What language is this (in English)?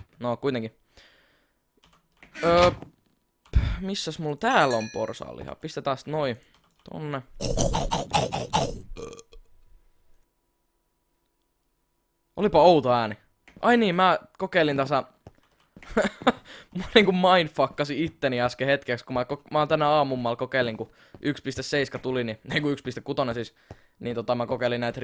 Finnish